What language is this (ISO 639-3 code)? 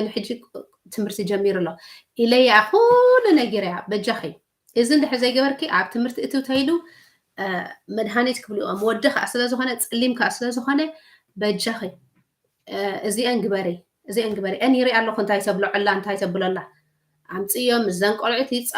tir